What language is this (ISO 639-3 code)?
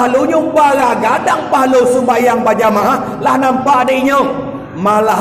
min